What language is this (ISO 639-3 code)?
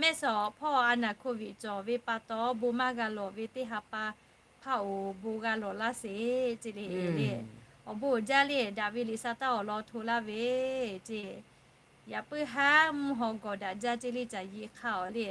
lhu